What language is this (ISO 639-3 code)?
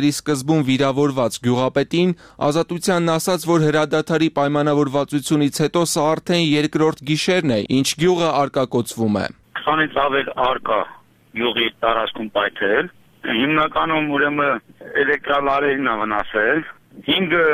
hye